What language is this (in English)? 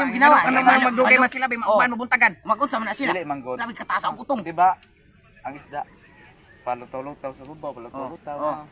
Cebuano